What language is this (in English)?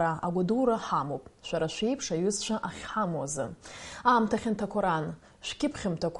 Abkhazian